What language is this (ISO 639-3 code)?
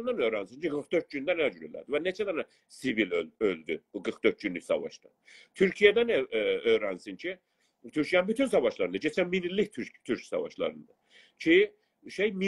azb